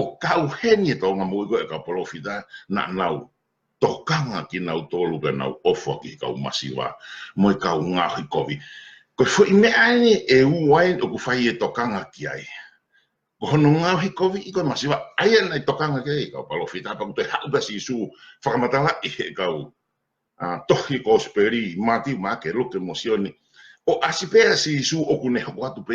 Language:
Tongan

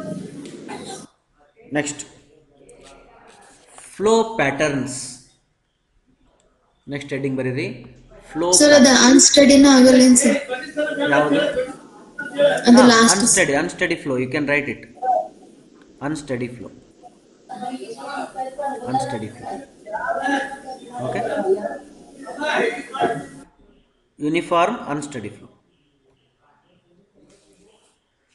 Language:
Kannada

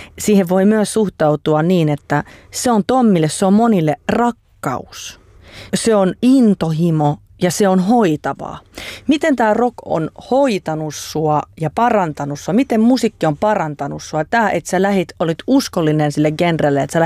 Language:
Finnish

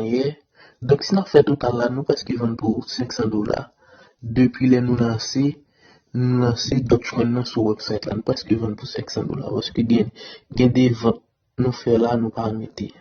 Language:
Haitian Creole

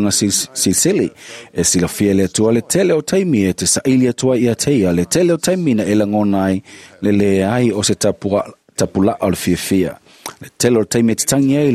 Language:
Samoan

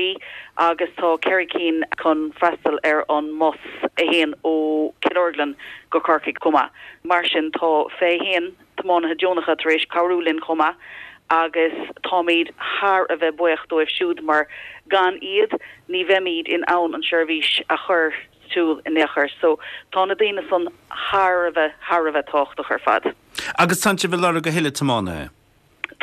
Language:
Irish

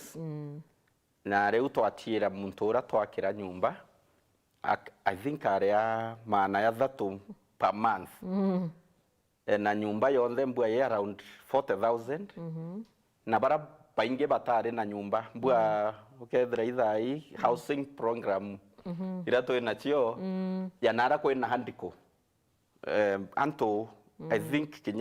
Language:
Meru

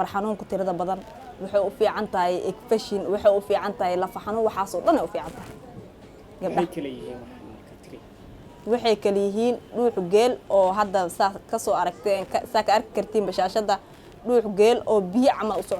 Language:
Somali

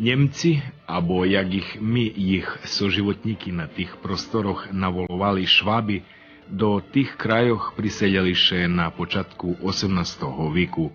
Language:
Rusyn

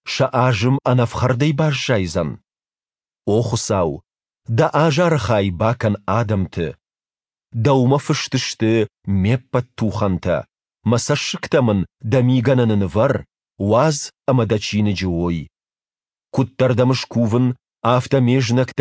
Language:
Ossetic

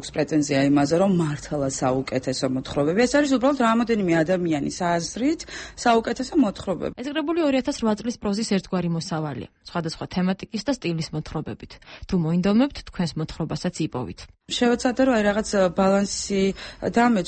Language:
Georgian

